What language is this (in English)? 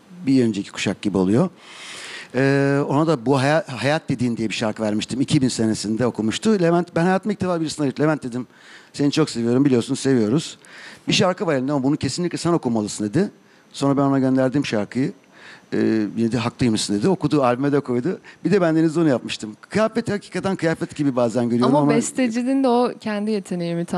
Turkish